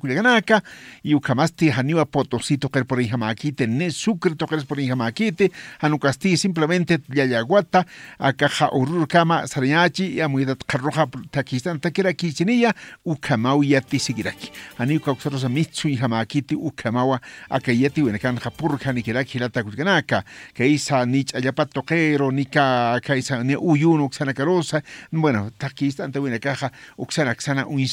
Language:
Aymara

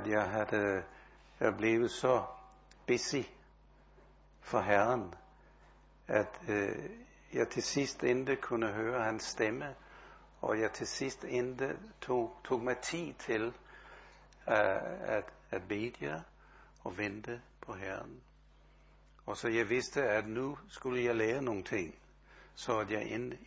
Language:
Danish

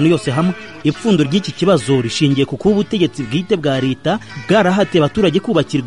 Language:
Kinyarwanda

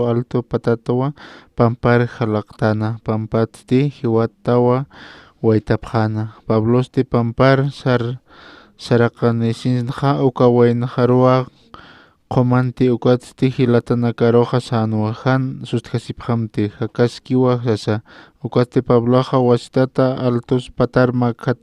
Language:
Aymara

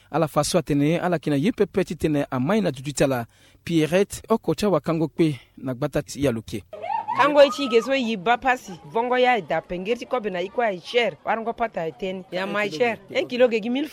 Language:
Sango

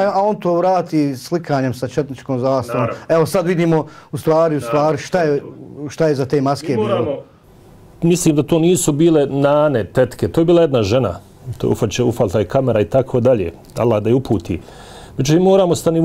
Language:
Bosnian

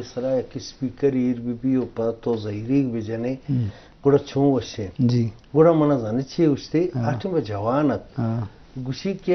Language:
Eastern Balochi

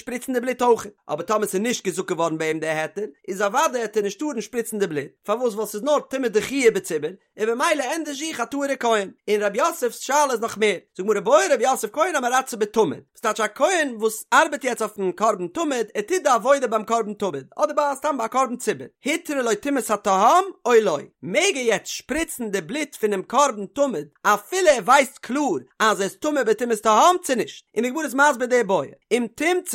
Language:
Yiddish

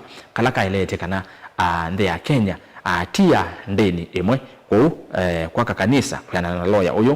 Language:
Kamba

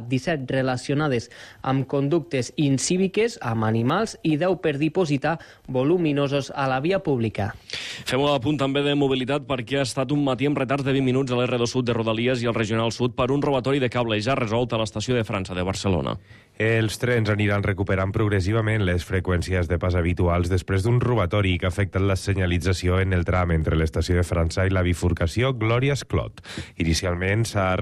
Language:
Catalan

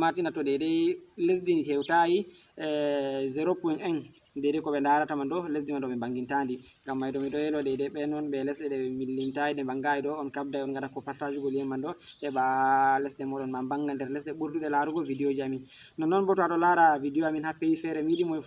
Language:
Fula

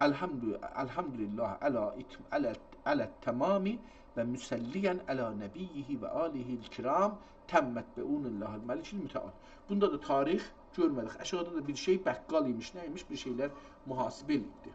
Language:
South Azerbaijani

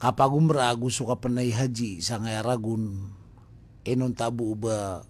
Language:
Maranao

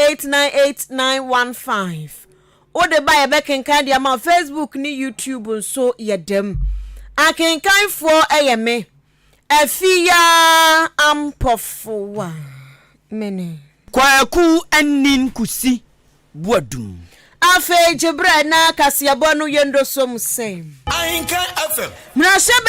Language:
Akan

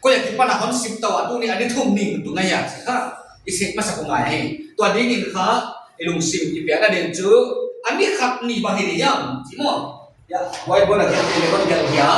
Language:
Paite Chin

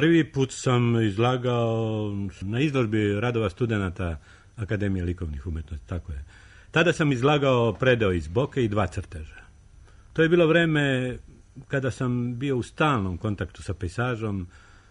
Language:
Serbian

